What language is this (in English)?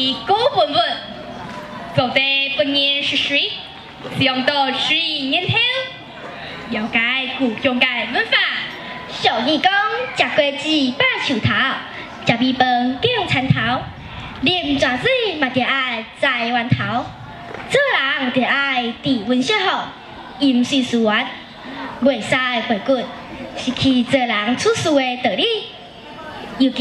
Min Nan Chinese